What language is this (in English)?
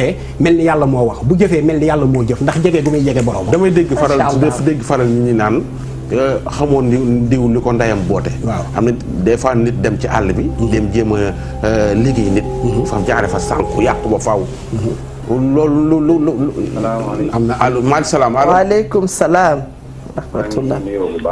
Wolof